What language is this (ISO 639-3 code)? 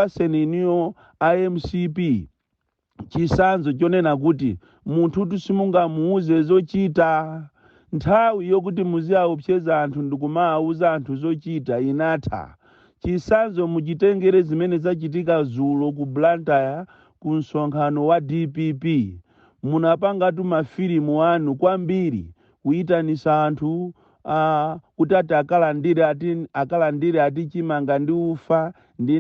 nya